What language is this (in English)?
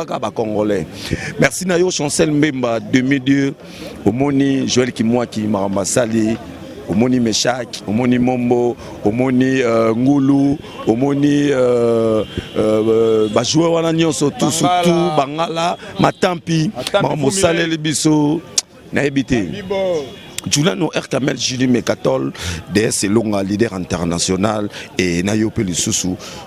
Lingala